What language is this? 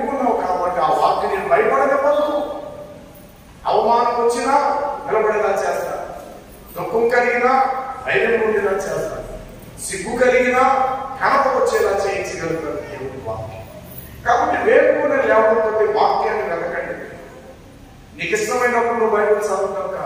Telugu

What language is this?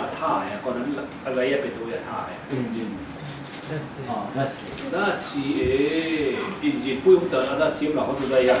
Falam Chin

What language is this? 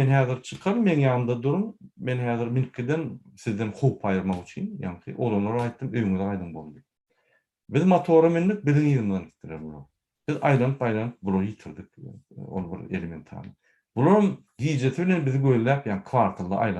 Turkmen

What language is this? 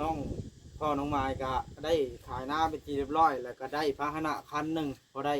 Northeastern Thai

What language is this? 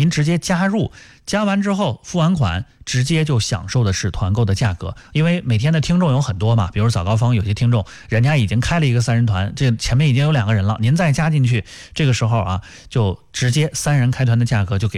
Chinese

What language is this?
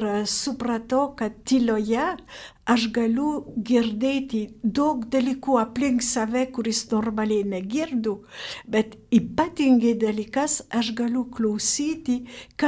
Lithuanian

